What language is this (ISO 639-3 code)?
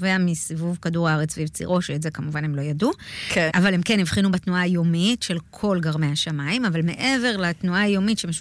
heb